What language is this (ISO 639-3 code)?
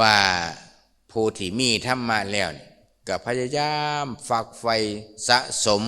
lao